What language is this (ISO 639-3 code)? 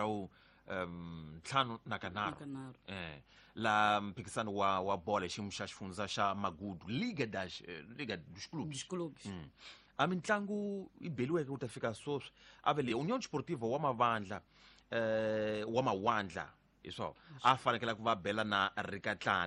tso